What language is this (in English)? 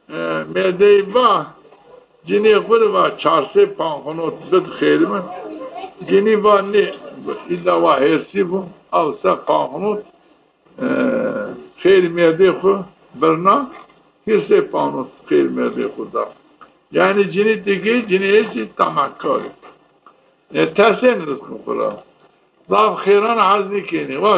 Zaza